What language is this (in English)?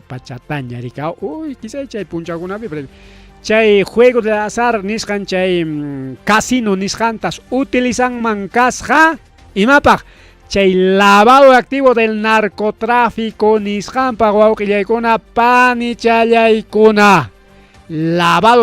Ayacucho Quechua